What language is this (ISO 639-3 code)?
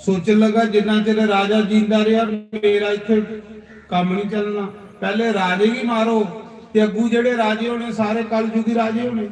doi